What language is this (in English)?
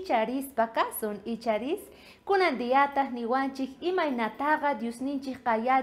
South Bolivian Quechua